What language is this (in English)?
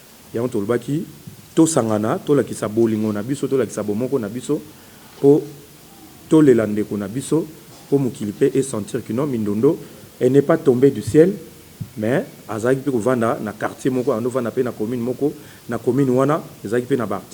Lingala